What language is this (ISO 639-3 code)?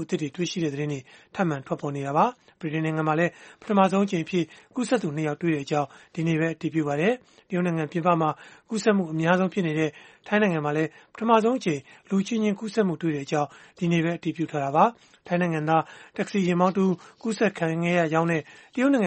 mya